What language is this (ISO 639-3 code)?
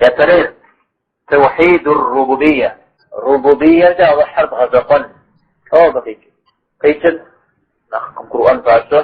kbd